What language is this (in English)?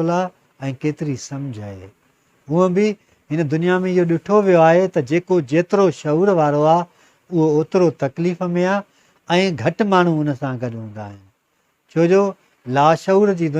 Sindhi